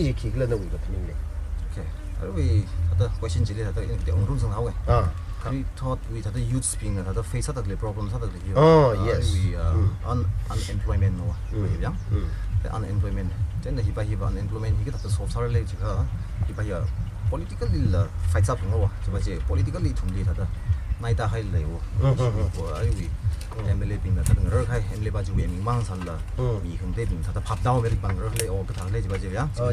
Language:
Tangkhul Naga (India)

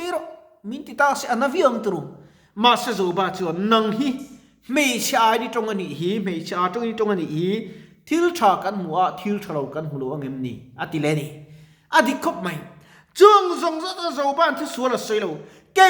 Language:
Mizo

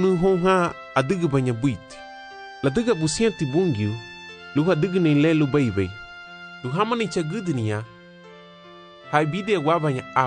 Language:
Garifuna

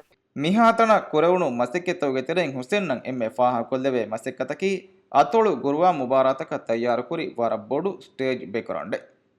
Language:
Divehi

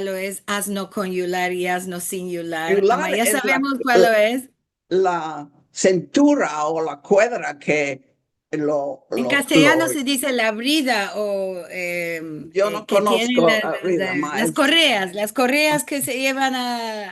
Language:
Ladino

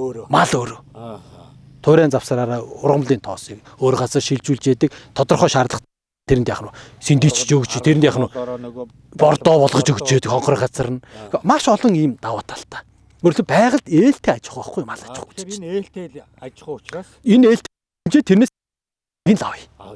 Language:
Mongolian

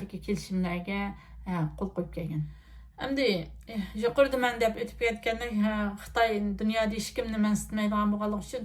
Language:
Uyghur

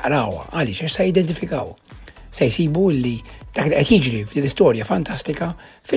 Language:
Maltese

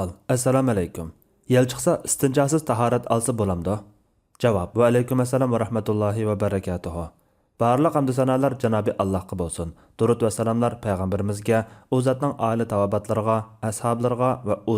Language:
Uyghur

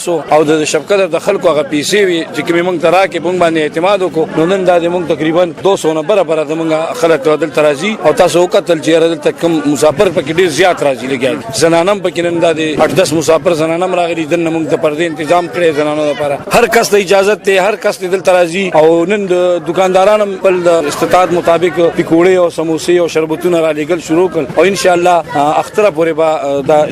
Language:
Pashto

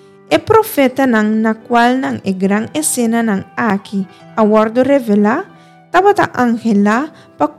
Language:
Papiamento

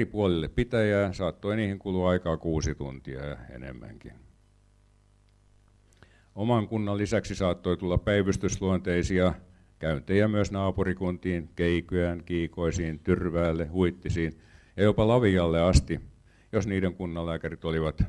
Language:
Finnish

